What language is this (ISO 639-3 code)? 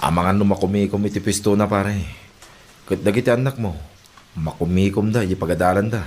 ilo